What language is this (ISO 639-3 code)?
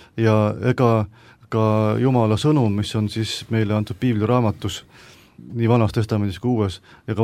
est